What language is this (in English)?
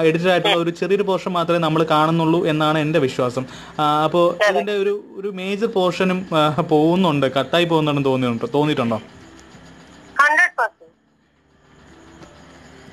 Malayalam